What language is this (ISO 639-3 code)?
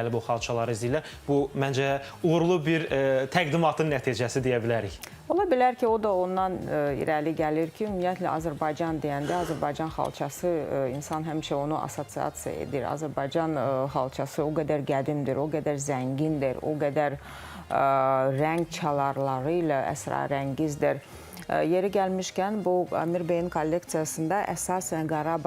aze